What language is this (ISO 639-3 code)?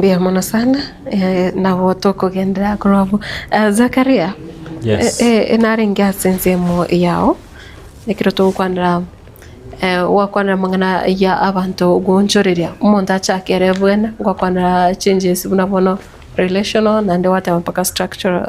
guz